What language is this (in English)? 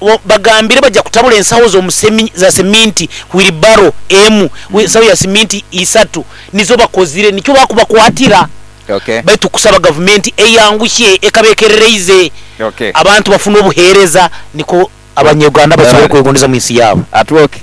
Nyoro